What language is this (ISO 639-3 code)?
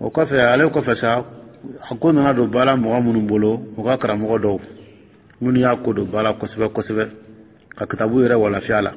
dyu